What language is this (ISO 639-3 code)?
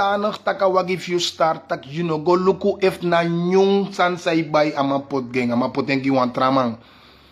srn